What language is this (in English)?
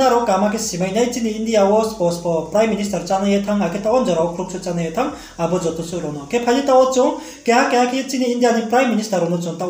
Riang (India)